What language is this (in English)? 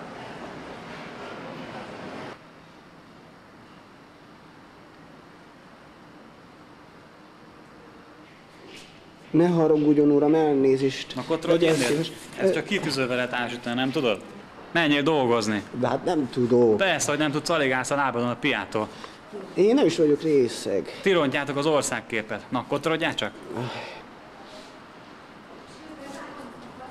Hungarian